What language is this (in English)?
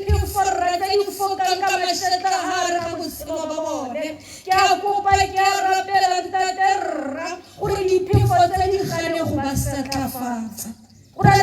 Tswana